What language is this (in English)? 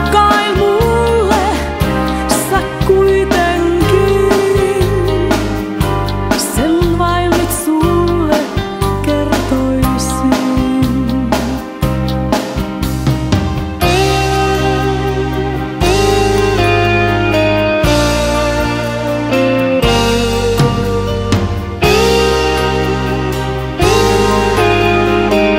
Finnish